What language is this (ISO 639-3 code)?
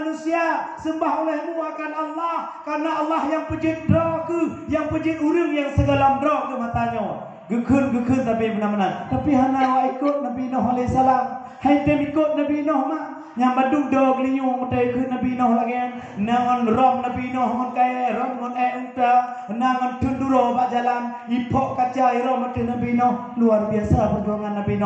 ace